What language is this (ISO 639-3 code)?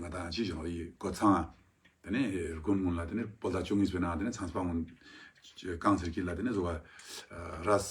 lbj